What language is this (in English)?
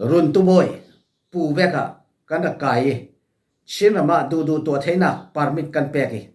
Falam Chin